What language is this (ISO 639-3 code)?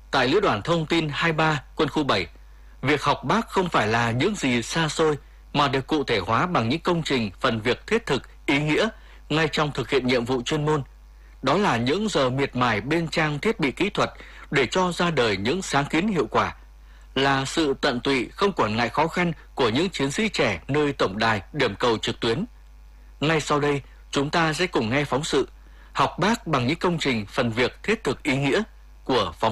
vie